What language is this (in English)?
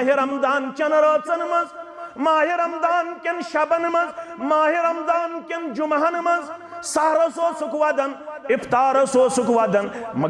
Kashmiri